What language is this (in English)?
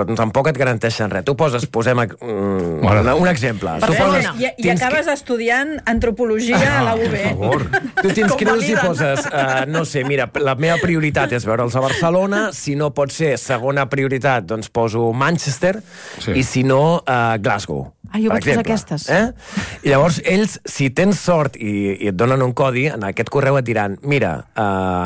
Catalan